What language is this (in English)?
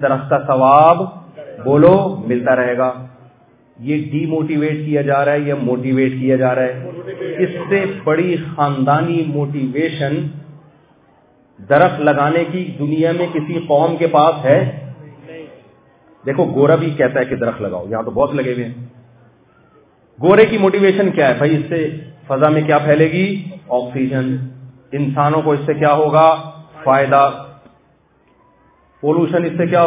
Urdu